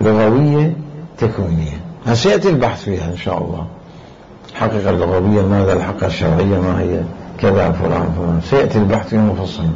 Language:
Mesopotamian Arabic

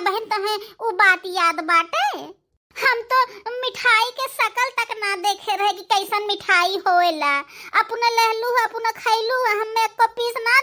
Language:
Bhojpuri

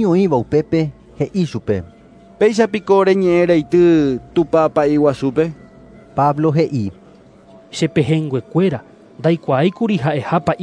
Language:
Guarani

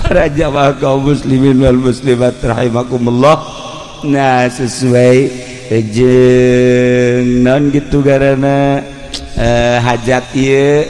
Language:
Sundanese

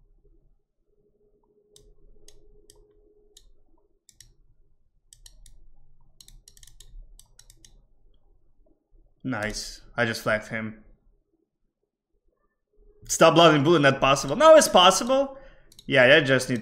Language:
English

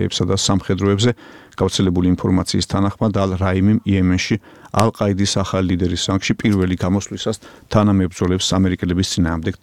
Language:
Georgian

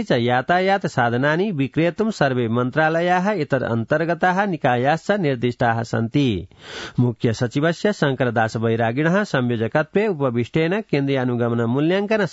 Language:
Sanskrit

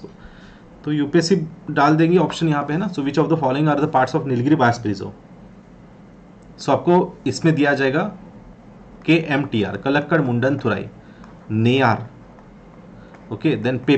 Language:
Hindi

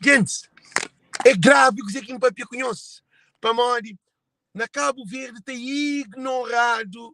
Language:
Kabuverdianu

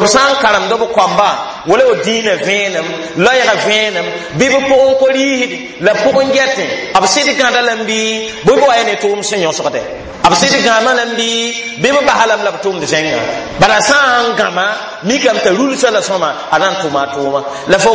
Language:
Mossi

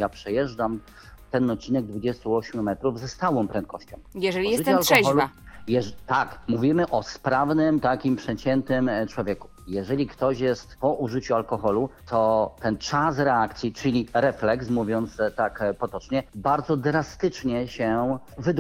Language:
Polish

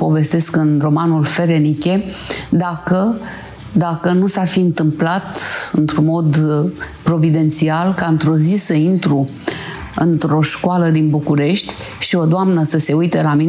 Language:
Romanian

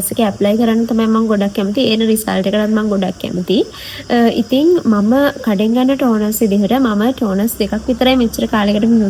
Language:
Sinhala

